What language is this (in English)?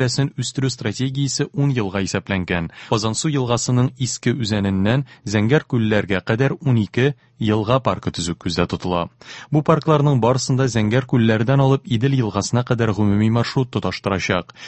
Tatar